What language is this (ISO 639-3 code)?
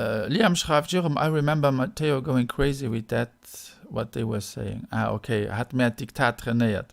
ltz